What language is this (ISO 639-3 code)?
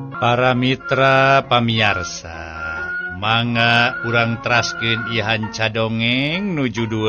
sun